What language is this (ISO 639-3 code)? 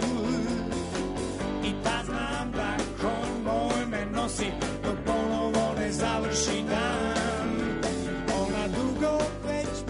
srp